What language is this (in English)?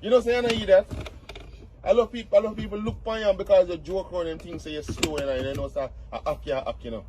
Jamaican Creole English